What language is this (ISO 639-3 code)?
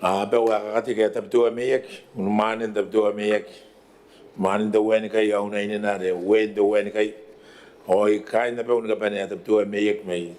gil